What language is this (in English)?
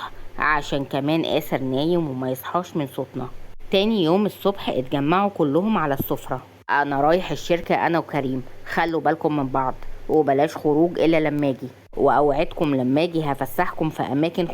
Egyptian Arabic